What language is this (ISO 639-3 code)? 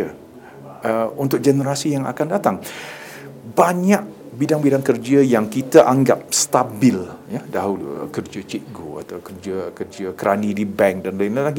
msa